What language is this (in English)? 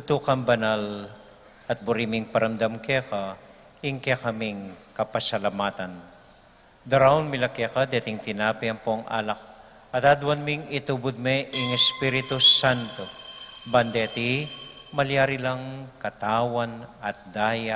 Pampanga